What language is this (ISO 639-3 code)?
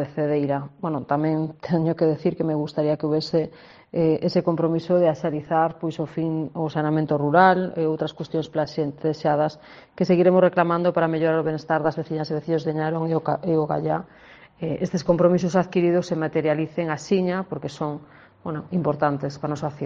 glg